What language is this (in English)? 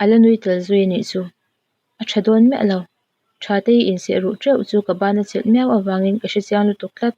Mizo